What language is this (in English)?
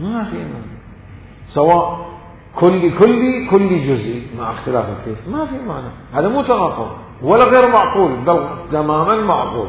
Mesopotamian Arabic